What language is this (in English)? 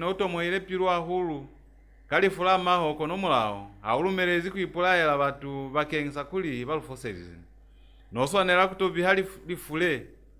Lozi